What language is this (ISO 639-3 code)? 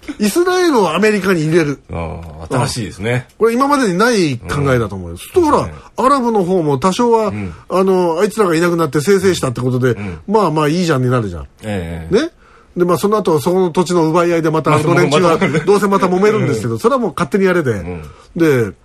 jpn